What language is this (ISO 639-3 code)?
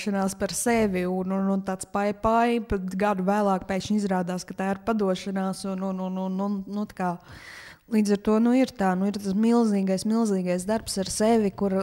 lav